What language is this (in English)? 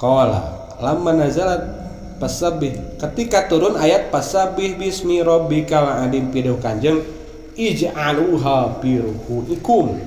Sundanese